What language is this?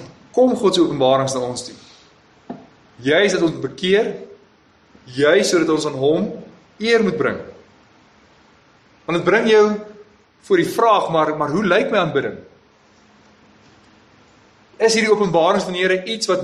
Afrikaans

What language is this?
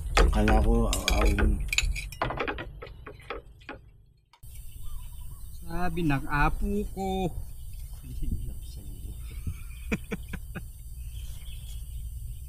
Filipino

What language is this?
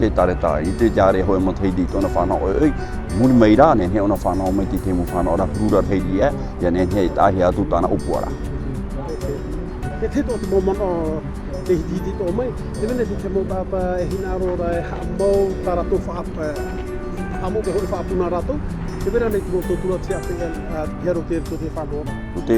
Tahitian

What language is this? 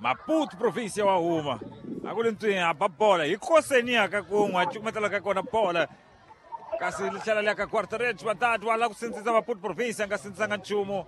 Tsonga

